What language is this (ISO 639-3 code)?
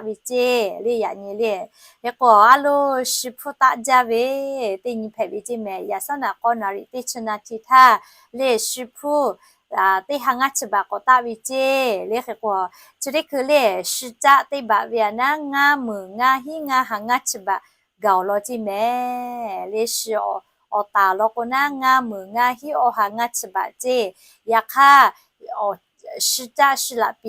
lhu